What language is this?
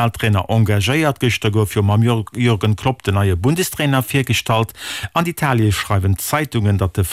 Luxembourgish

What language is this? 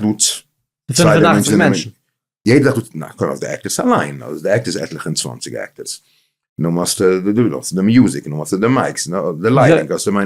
Yiddish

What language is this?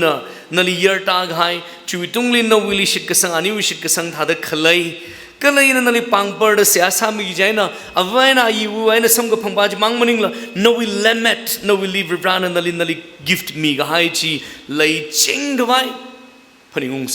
Tangkhul Naga (India)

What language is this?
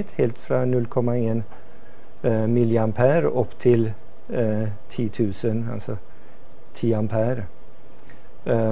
Norwegian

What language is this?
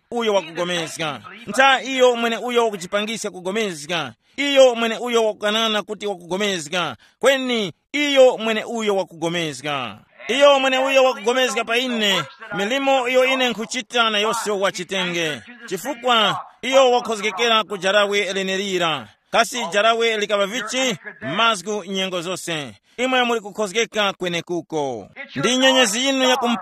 Tumbuka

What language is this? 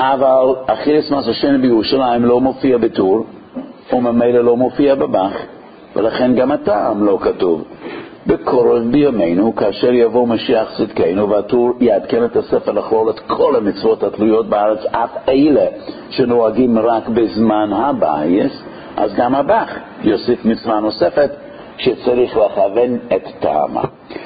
Hebrew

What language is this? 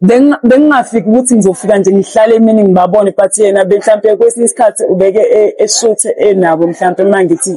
Zulu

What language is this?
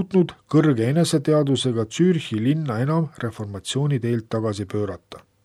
Estonian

